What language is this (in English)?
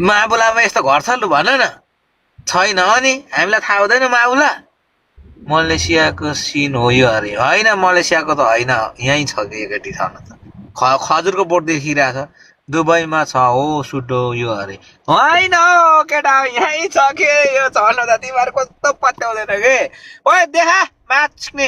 Nepali